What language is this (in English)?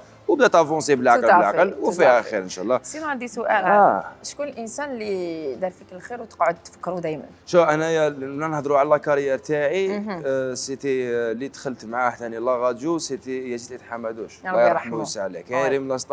Algerian Arabic